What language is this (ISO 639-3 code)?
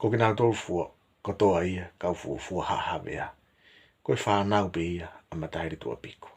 ton